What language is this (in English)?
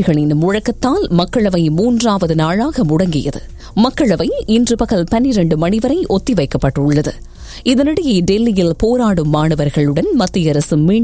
Tamil